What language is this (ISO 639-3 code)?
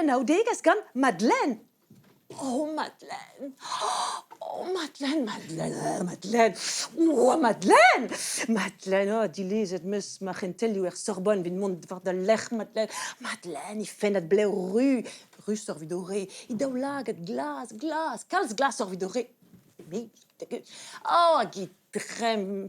bre